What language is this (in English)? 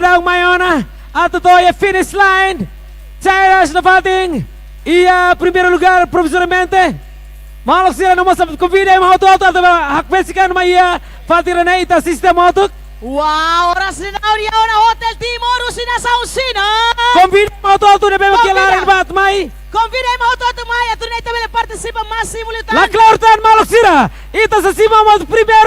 Tetum